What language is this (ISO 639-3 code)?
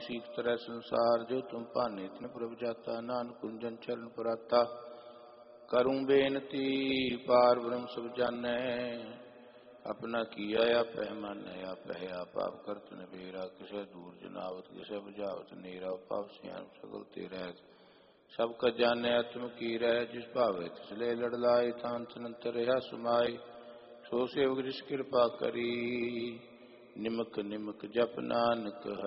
pan